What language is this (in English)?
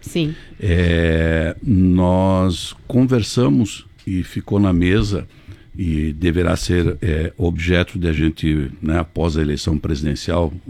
Portuguese